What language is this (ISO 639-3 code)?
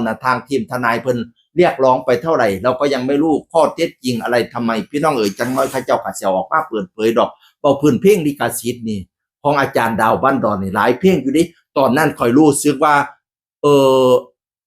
tts